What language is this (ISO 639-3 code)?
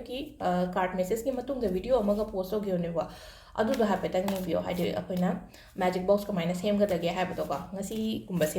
mni